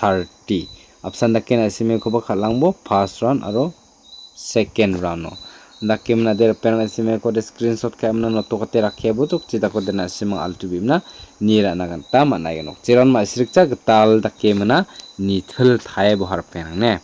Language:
Garo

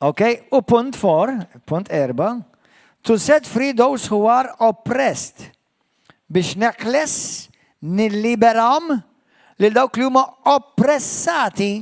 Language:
Maltese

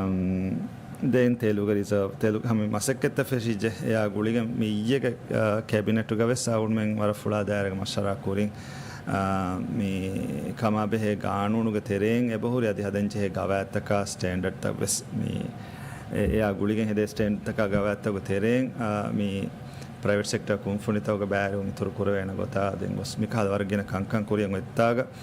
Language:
Divehi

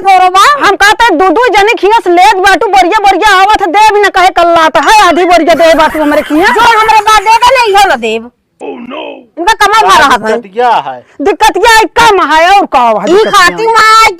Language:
Awadhi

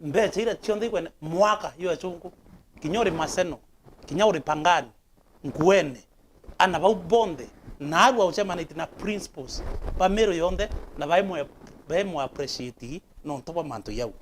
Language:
Meru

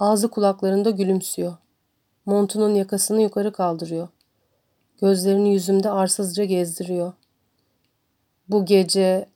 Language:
Turkish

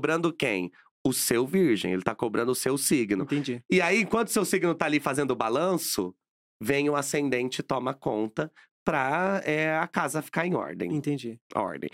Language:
Portuguese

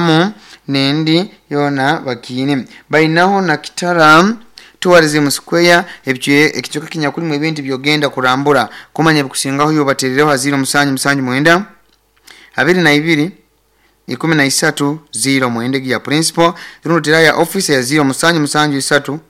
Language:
Nyoro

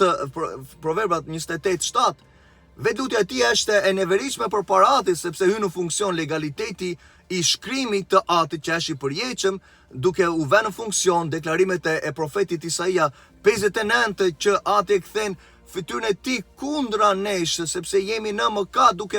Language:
Albanian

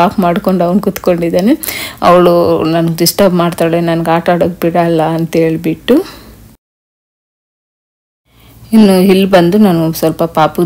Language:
Kannada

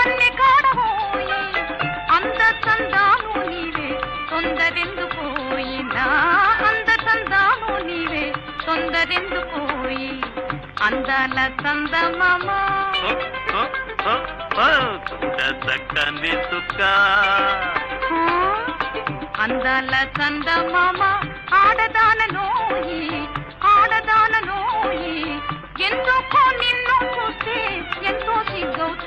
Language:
Telugu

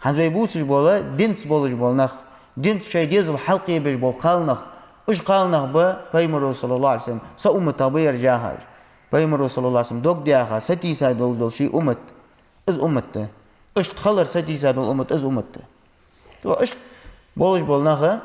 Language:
Ingush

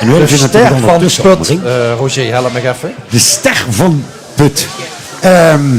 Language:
Limburgish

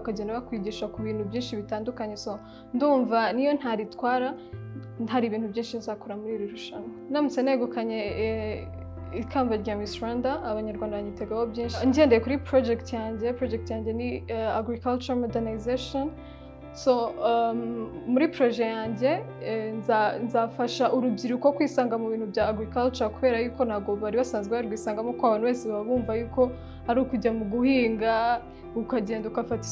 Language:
Kinyarwanda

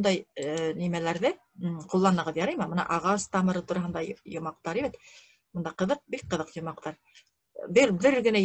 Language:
Bashkir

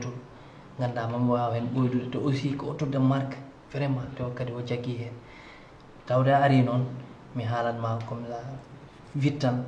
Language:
Fula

